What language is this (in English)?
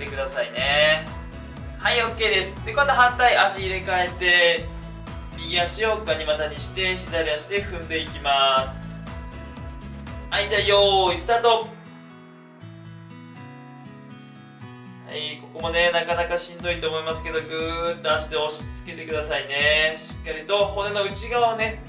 Japanese